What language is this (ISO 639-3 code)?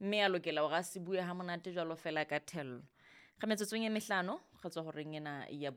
sot